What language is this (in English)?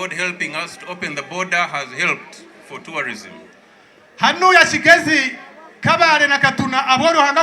Nyankole